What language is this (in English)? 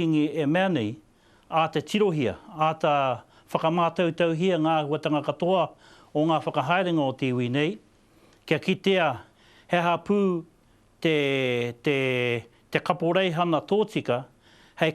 Māori